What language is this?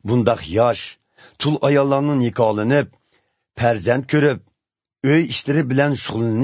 Uyghur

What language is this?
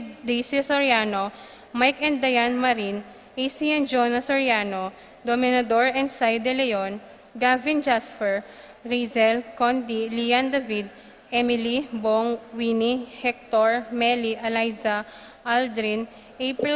Pampanga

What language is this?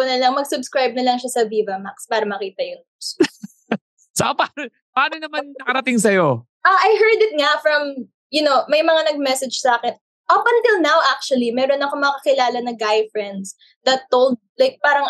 Filipino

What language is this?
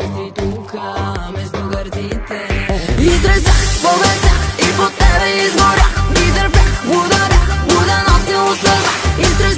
Bulgarian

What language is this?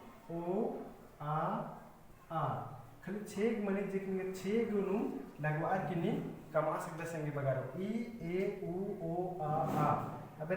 Kurukh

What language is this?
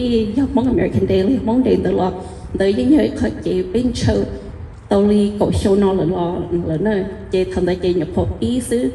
Hmong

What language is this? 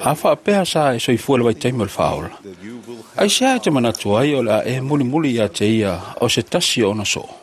Samoan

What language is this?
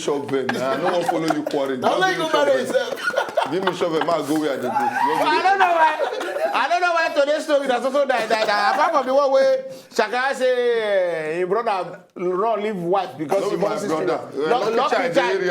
Nigerian Pidgin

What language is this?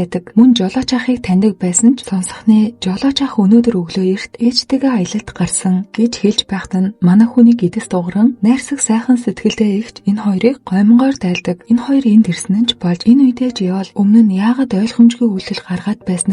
Mongolian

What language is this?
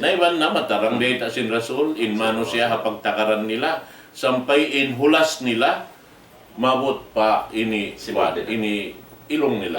Tausug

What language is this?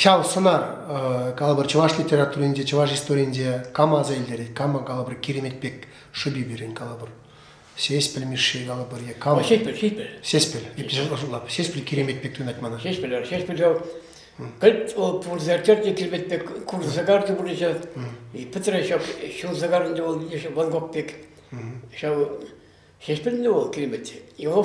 Chuvash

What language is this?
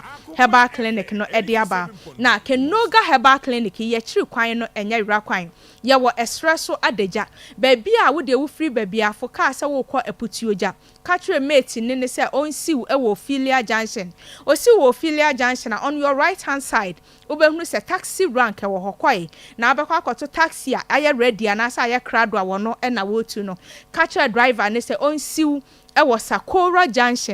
Akan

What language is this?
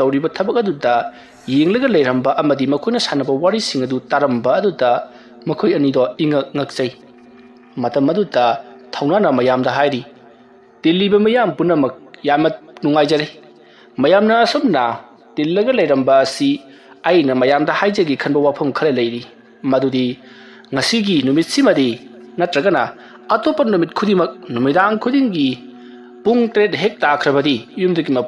Manipuri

